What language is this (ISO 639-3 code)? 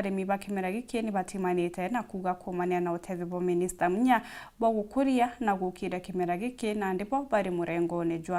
mer